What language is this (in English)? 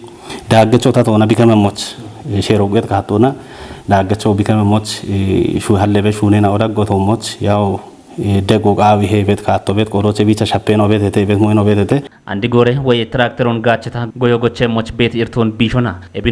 Kafa